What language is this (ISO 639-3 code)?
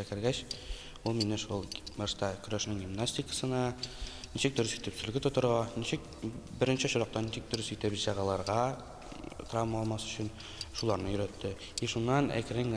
tat